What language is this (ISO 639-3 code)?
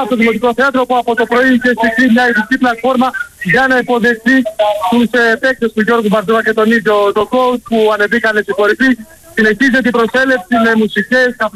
ell